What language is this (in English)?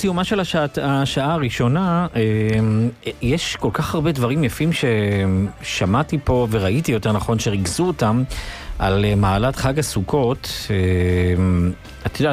Hebrew